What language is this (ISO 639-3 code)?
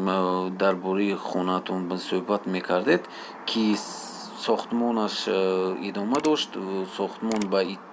tgk